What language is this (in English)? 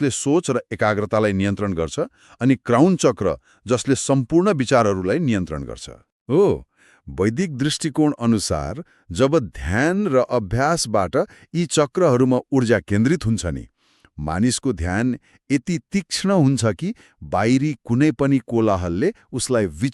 Nepali